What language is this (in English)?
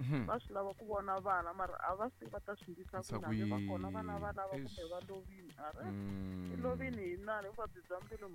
Tsonga